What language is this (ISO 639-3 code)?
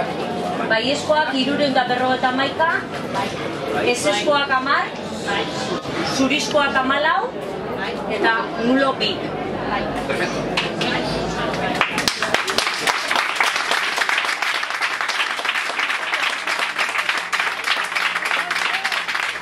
eus